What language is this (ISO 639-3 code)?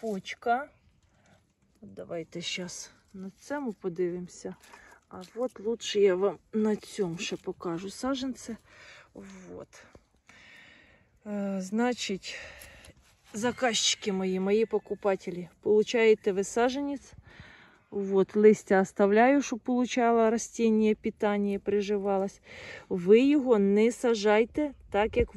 ukr